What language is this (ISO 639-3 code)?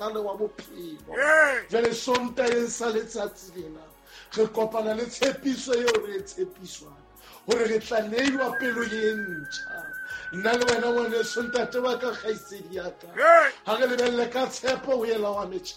sot